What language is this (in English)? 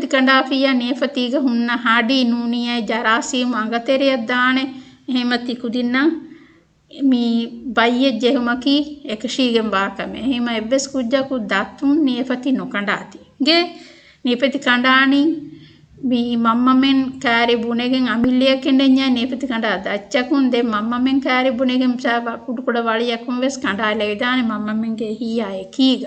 Divehi